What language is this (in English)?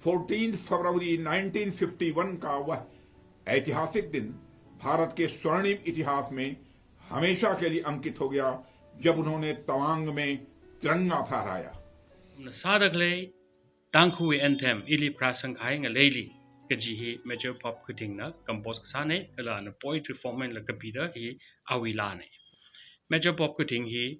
Tangkhul Naga (India)